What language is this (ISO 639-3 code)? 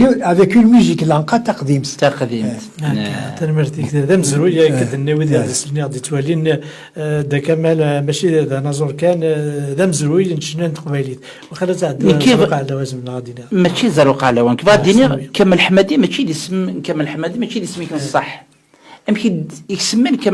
kab